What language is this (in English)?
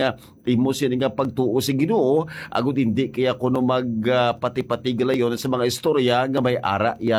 Hiligaynon